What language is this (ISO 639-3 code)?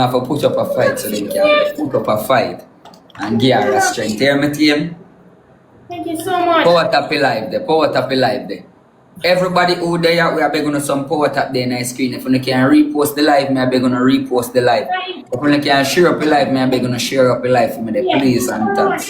jam